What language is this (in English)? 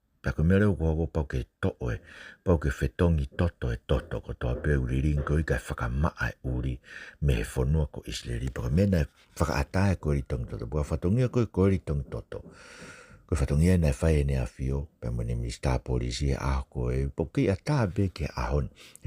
Tongan